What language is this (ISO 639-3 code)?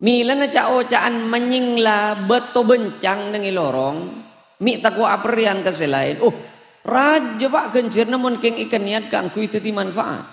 mad